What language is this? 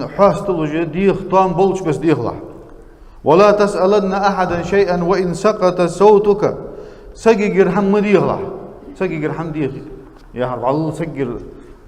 Ingush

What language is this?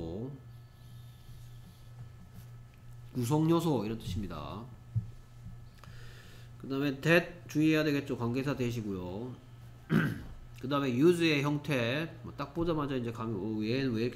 Korean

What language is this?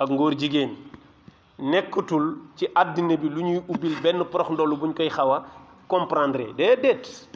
Wolof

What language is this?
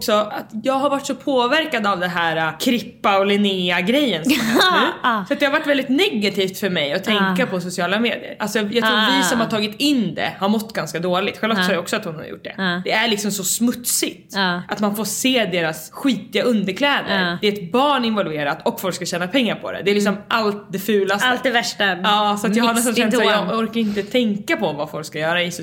Swedish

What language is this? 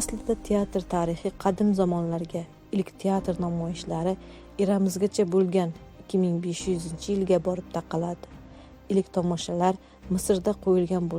Uzbek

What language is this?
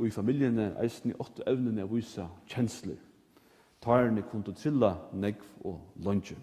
Faroese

